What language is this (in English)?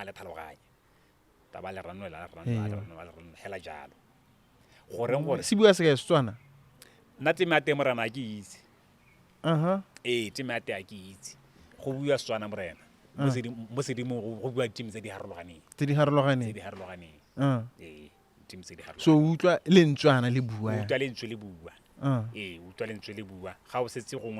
Tswana